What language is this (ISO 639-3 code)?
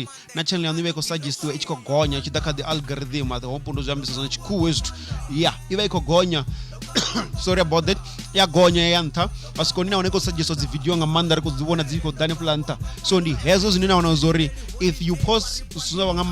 ven